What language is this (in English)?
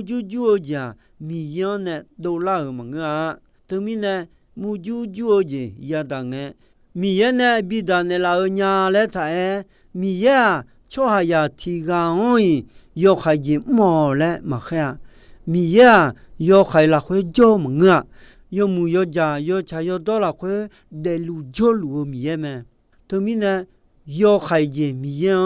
Akha